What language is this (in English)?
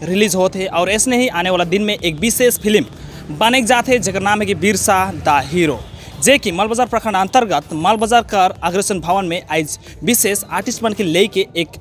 Sadri